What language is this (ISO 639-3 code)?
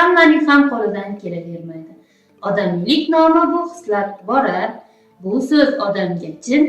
uzb